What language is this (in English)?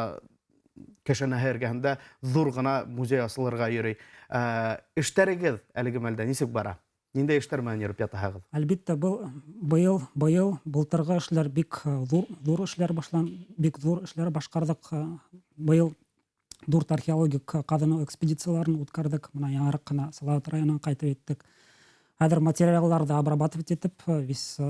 Bashkir